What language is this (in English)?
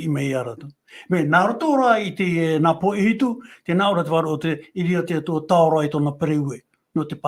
Tahitian